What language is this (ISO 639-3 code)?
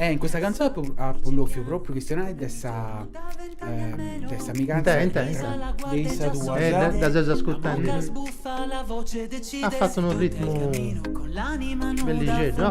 srd